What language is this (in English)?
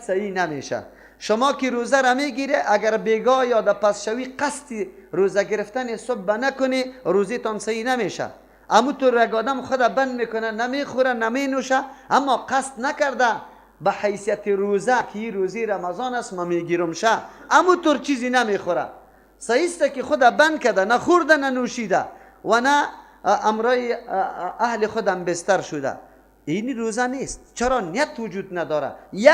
Persian